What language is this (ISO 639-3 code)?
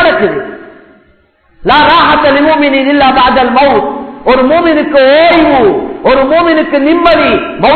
tam